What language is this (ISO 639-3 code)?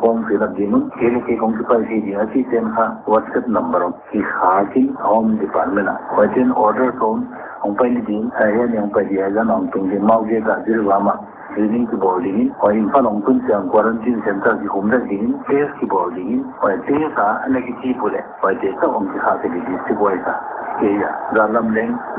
pck